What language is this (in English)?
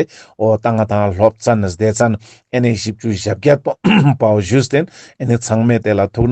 Ladakhi